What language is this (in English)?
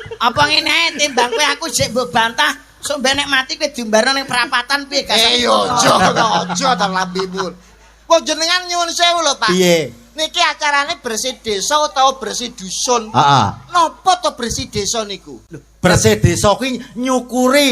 Javanese